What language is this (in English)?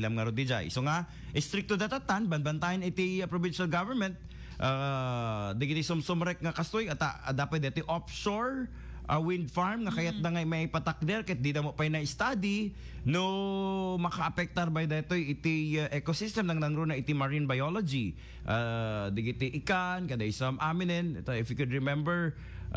Iloko